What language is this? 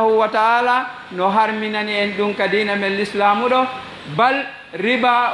Fula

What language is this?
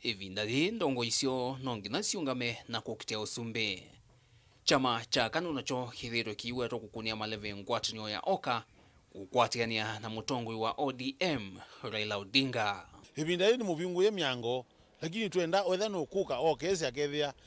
Kamba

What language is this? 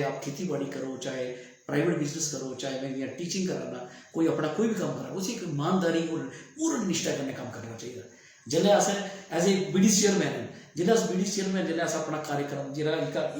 Dogri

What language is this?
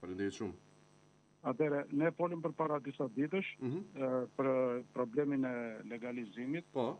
Albanian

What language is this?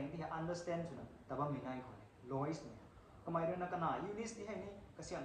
Rongmei Naga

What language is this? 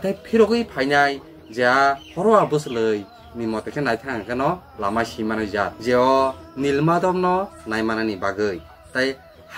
Kok Borok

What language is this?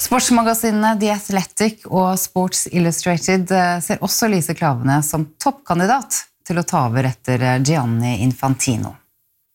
Norwegian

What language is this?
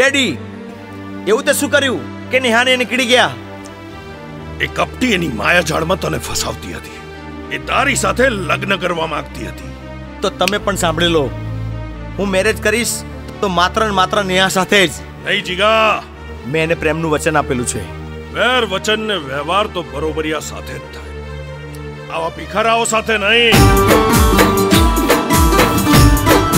Gujarati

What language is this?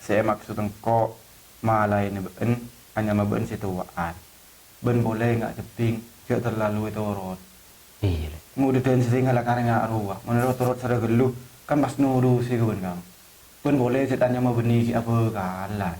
Madurese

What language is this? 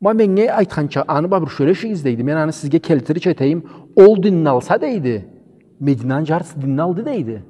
Karachay-Balkar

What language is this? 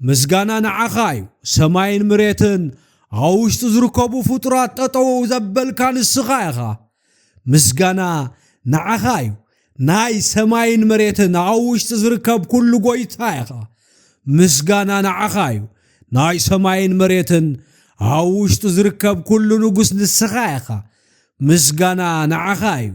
Tigrinya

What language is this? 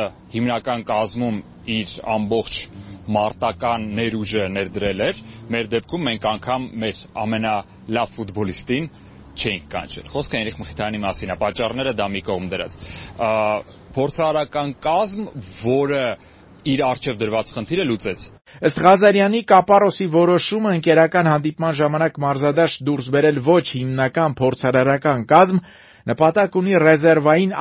Armenian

